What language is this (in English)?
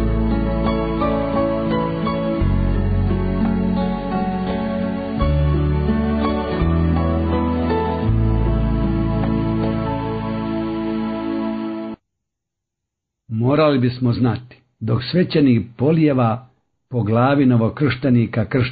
Croatian